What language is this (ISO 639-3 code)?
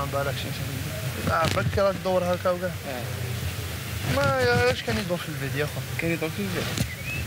arq